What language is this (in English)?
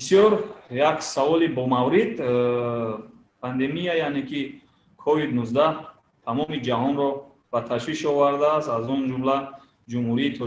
Tajik